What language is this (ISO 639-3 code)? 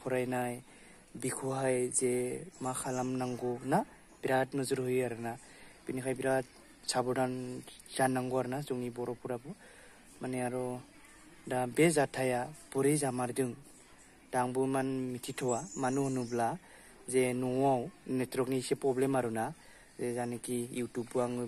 brx